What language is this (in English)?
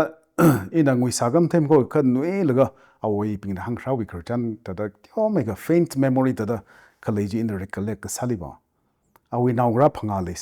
Tangkhul Naga (India)